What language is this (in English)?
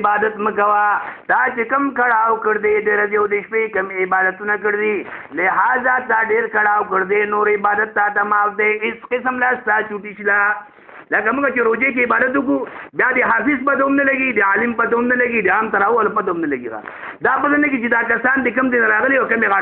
Pashto